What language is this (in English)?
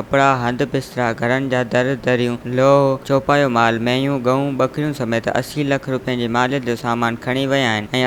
Sindhi